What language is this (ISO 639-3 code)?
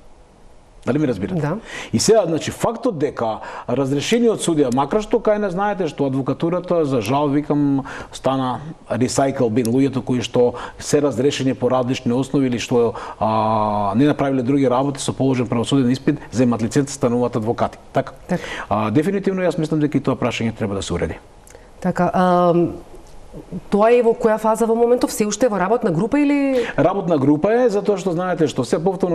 mkd